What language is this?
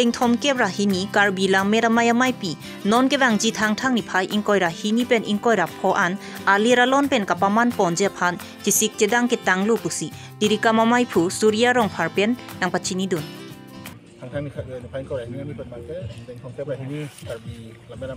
Karbi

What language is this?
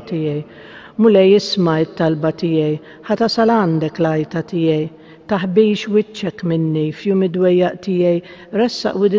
Maltese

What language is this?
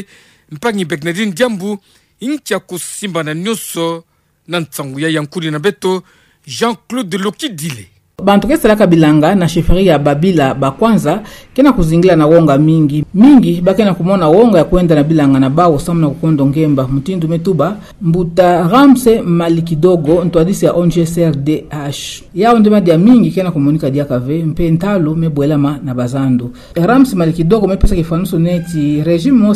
Kituba (Democratic Republic of Congo)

